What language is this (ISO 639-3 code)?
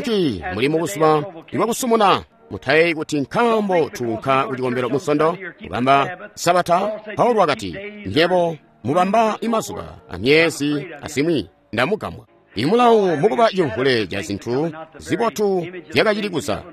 toi